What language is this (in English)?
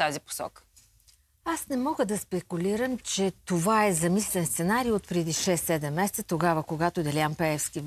Bulgarian